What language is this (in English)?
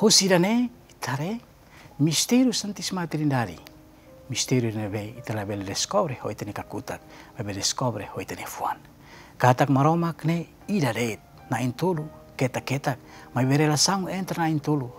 Tetum